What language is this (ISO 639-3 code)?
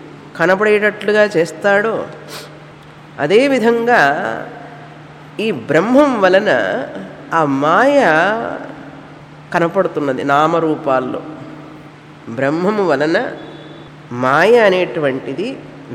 tel